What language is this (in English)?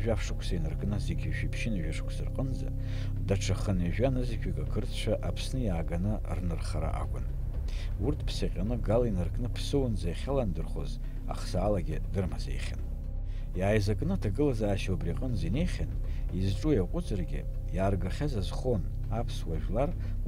Abkhazian